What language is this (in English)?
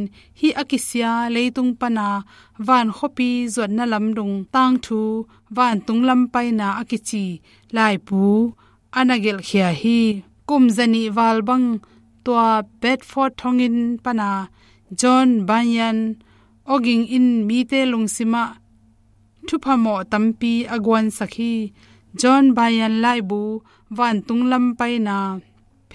Tedim Chin